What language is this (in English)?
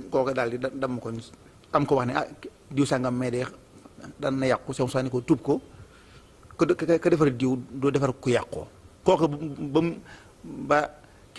Wolof